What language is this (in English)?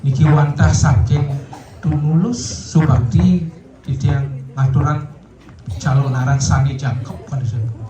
Balinese